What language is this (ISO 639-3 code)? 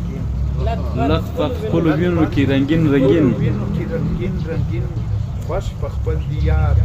pus